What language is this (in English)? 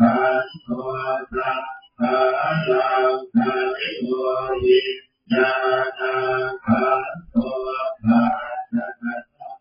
Pali